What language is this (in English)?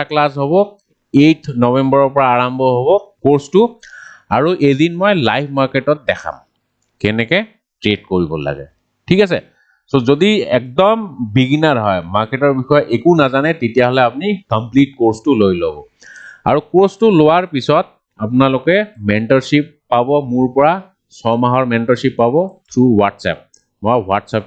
Assamese